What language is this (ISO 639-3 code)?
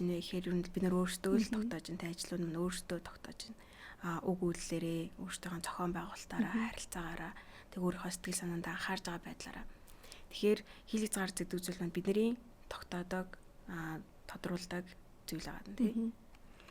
mon